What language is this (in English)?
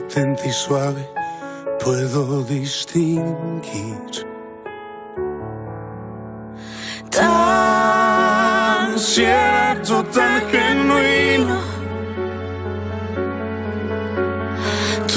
Spanish